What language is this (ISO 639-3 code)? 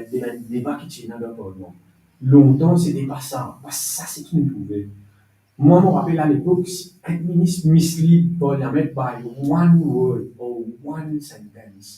mfe